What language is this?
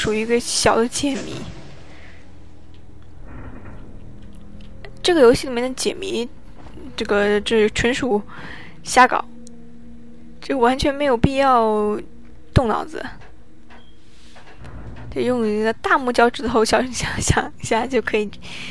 Chinese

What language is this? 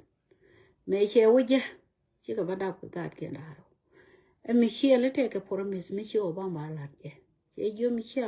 Nuer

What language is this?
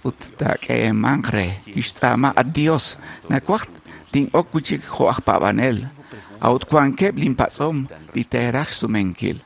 Kekchí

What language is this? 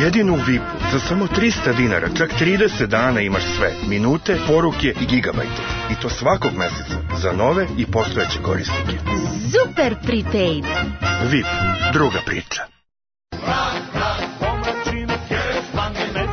Serbian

